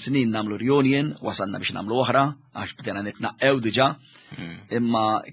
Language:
Maltese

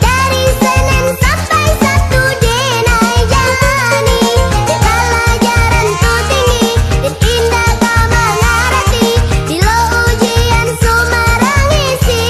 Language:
Minangkabau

